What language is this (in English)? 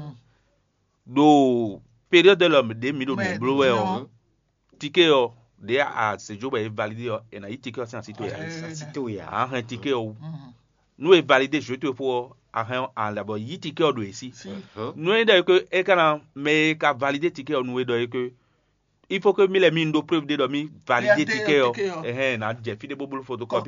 Fon